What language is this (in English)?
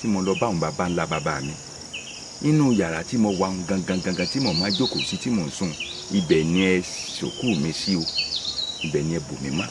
Yoruba